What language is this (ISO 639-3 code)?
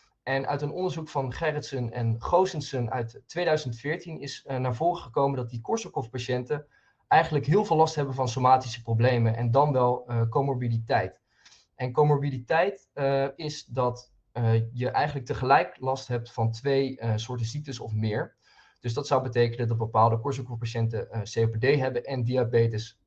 nld